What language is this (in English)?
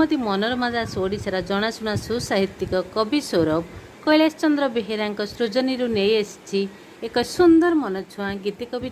Odia